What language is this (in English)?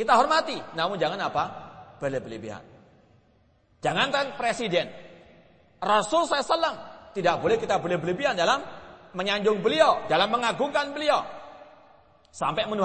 Indonesian